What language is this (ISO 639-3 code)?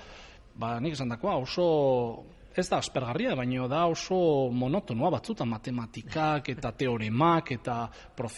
eus